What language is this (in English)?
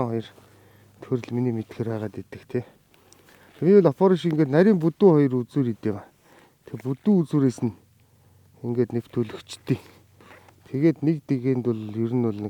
Mongolian